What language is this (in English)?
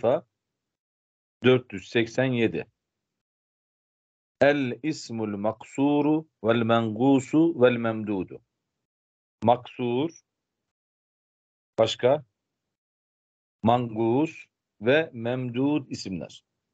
Turkish